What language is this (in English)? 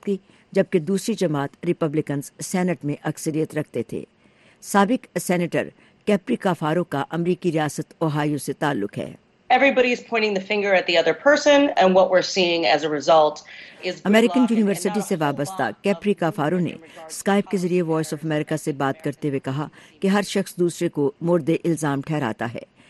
Urdu